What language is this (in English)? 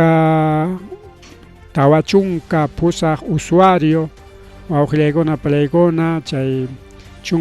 Ayacucho Quechua